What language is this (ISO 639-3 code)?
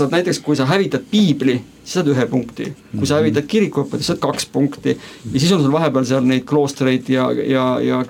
est